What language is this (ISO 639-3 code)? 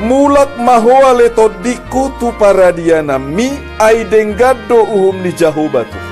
bbc